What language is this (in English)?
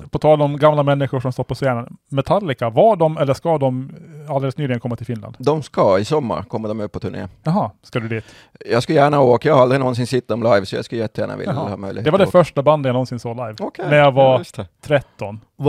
Swedish